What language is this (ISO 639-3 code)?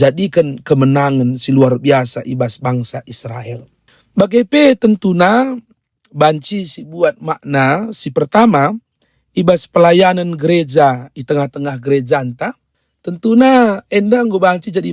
btx